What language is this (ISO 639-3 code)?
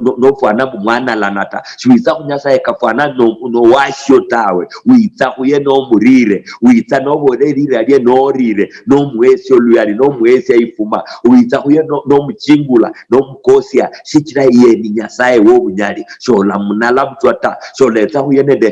luy